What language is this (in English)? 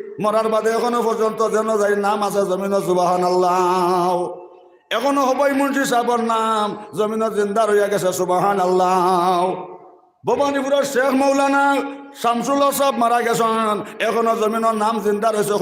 Sylheti